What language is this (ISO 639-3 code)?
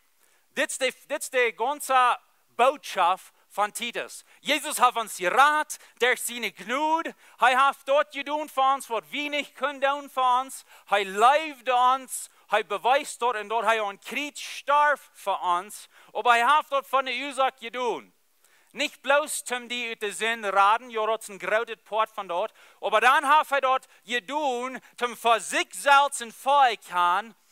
pdt